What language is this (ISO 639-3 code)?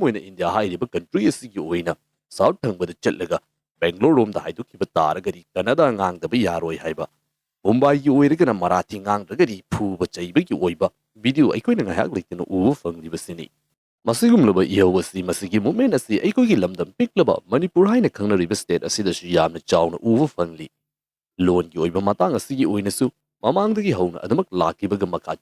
mni